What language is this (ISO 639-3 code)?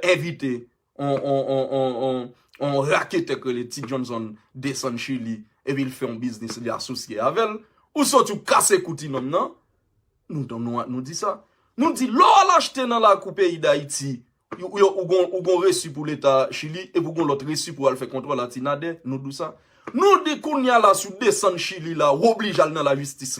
hat